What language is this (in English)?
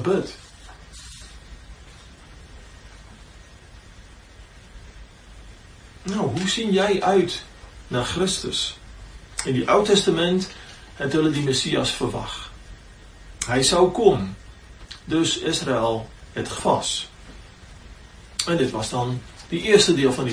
Afrikaans